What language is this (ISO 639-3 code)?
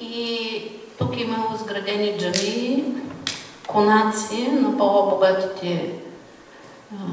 bul